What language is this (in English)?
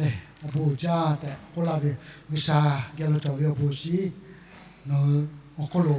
Lahu